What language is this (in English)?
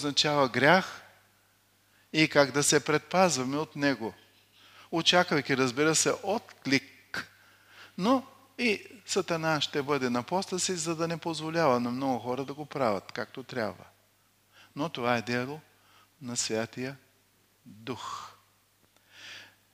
Bulgarian